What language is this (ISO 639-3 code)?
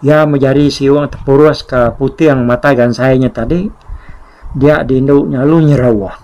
iba